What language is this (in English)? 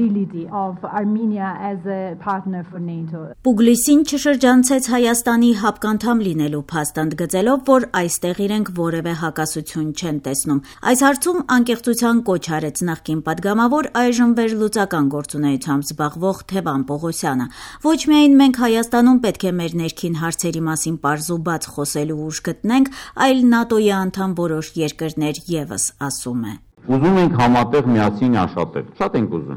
Armenian